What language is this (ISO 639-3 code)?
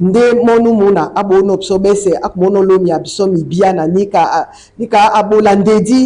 dua